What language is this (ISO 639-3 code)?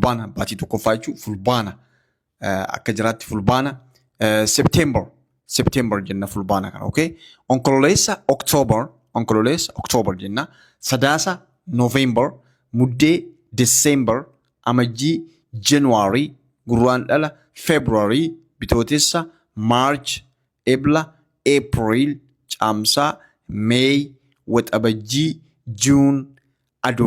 orm